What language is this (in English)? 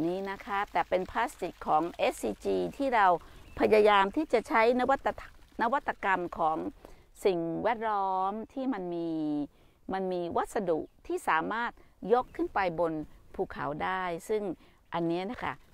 Thai